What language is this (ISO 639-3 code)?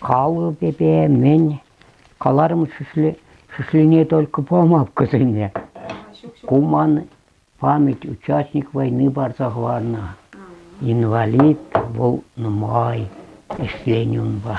chv